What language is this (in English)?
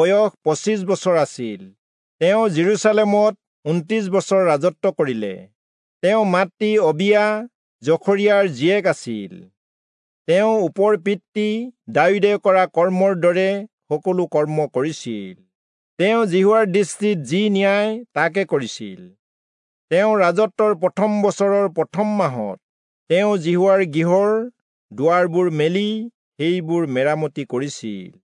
Assamese